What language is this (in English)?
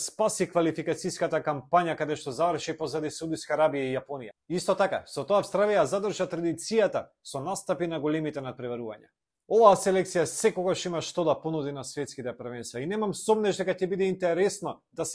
Macedonian